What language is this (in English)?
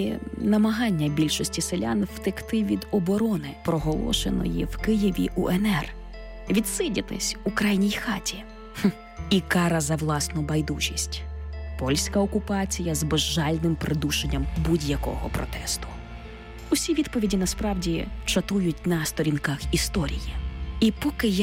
Ukrainian